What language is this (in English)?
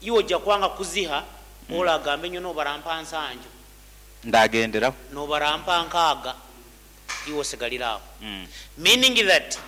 Nyoro